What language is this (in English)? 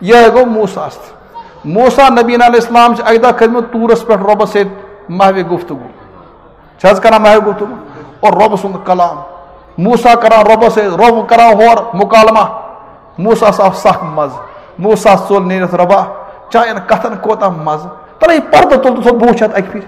Kashmiri